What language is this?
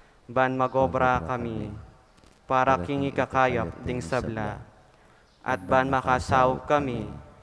Pampanga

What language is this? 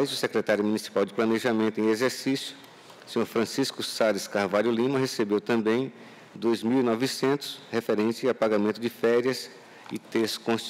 Portuguese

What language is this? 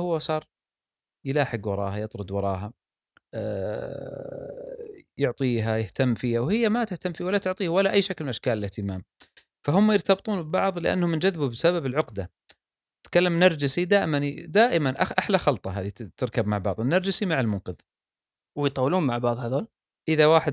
Gulf Arabic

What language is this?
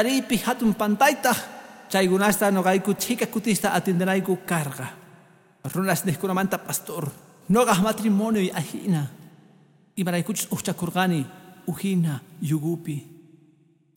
Quechua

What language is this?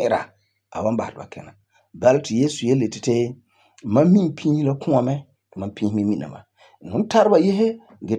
Frafra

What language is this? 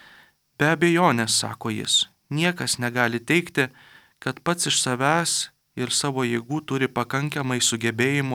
Lithuanian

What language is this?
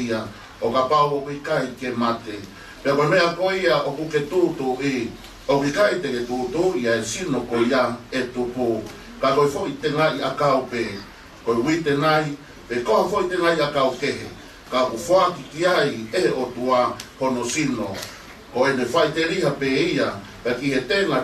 Tongan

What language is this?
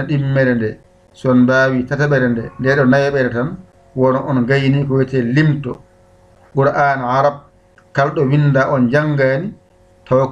Fula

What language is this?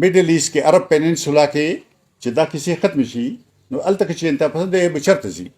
Pashto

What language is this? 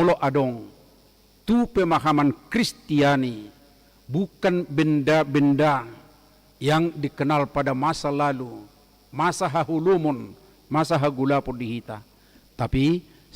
Batak Toba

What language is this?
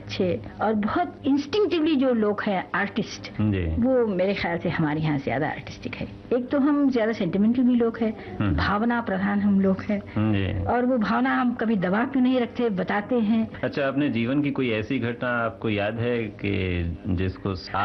Hindi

